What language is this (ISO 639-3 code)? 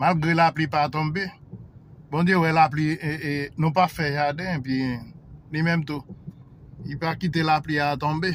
hat